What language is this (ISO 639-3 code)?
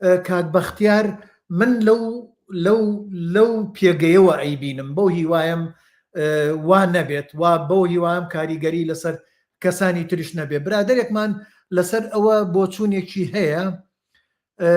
ckb